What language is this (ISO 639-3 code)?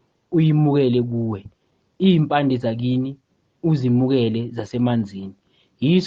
zul